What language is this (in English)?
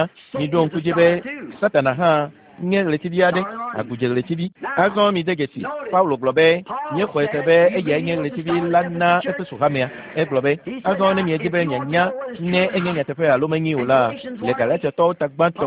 Ewe